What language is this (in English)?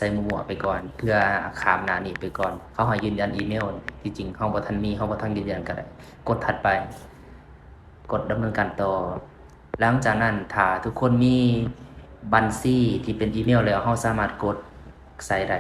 Lao